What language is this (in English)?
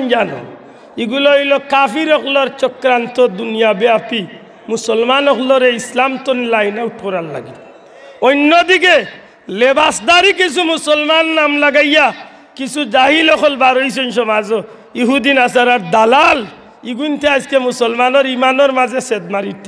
Sylheti